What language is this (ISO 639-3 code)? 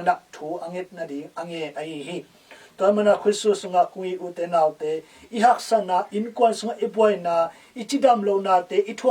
ctd